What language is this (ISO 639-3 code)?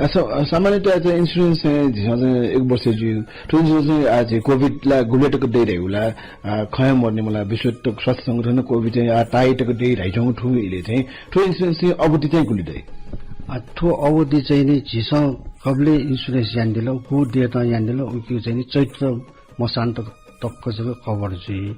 new